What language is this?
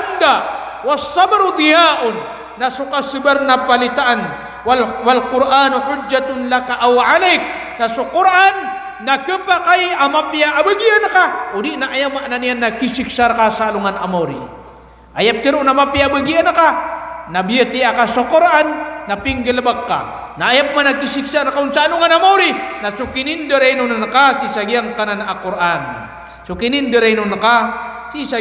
Maranao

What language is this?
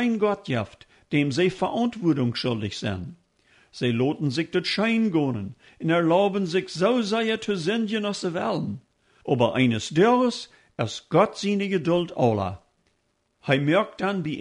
Plautdietsch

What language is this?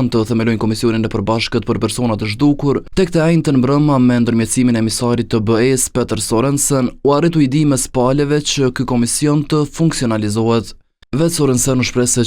Albanian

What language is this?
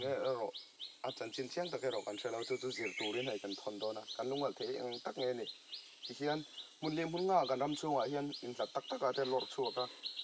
Mizo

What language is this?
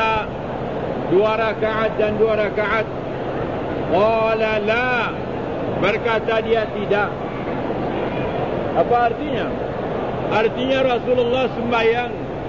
Malay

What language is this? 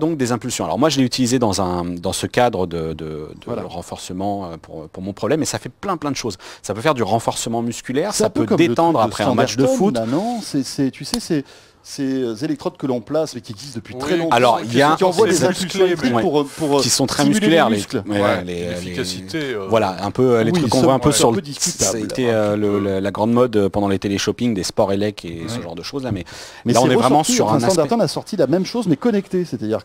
French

